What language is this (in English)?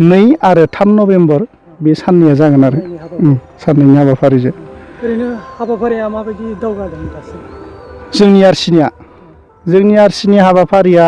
Bodo